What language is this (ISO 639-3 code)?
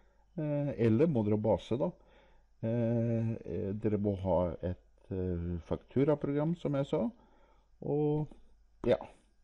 nor